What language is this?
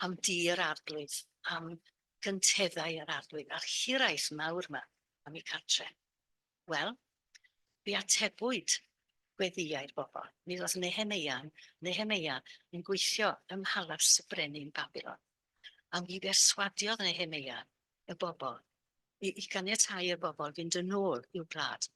Welsh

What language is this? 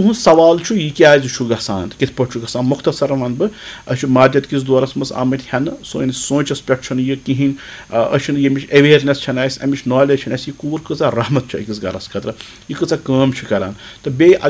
Kashmiri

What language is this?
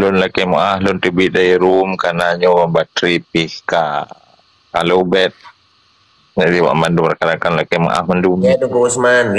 Achinese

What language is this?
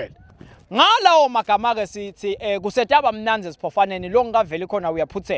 Swati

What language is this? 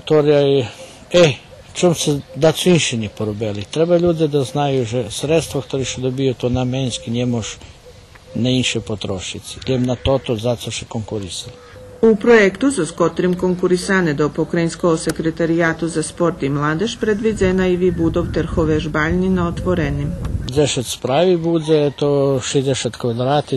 Rusyn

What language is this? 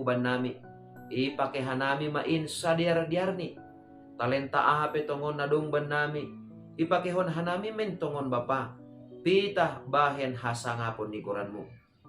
Batak Simalungun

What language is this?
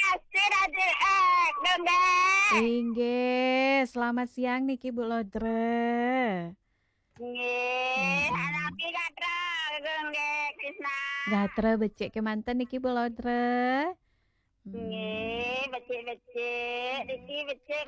Balinese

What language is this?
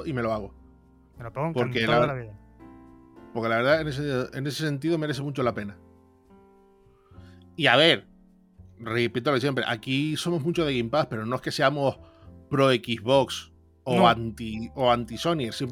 Spanish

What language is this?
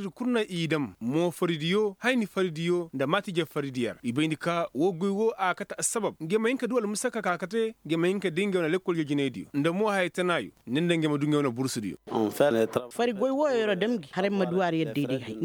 Koyraboro Senni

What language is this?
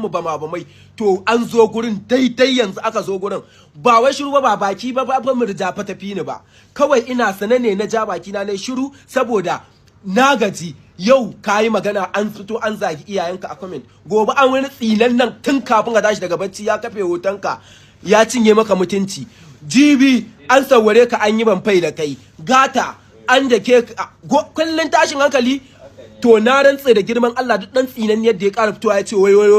Hausa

